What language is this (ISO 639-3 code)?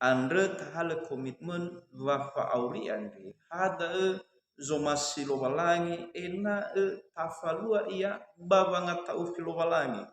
nia